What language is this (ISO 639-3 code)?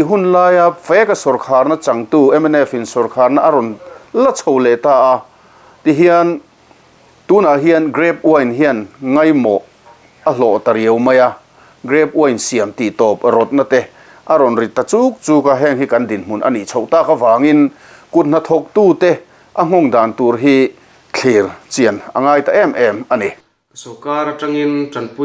lus